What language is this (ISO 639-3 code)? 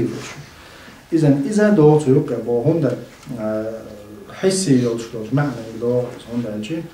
che